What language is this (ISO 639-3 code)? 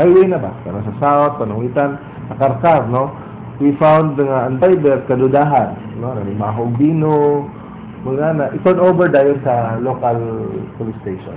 ceb